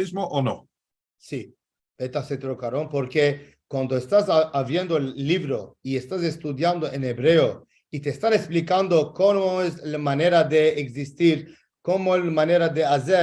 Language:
Ladino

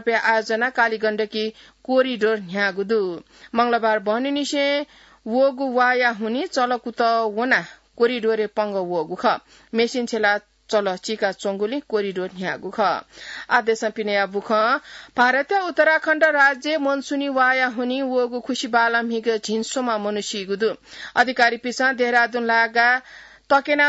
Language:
Newari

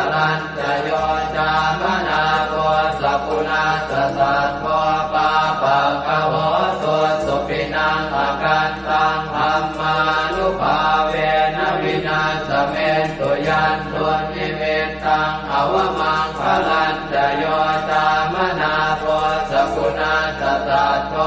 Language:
Pali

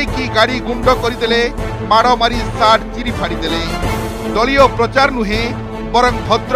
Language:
Odia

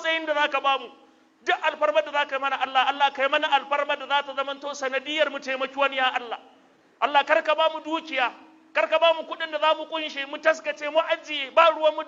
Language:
Hausa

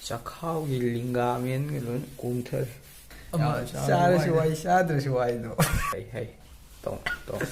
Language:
Manipuri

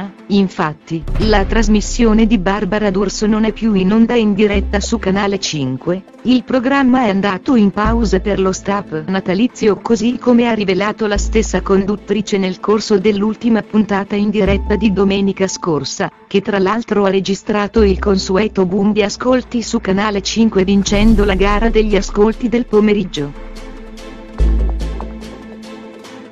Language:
Italian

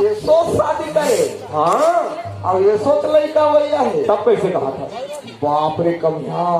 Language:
Chhattisgarhi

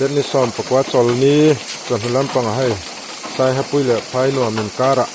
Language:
Mizo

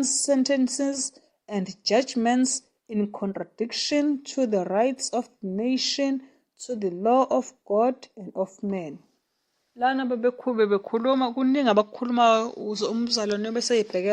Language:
Zulu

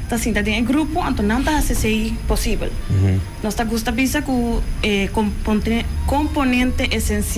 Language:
Papiamento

